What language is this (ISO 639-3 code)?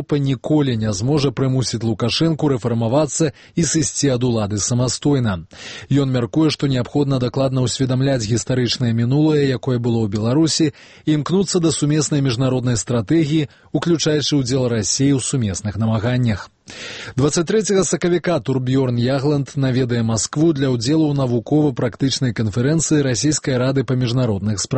bel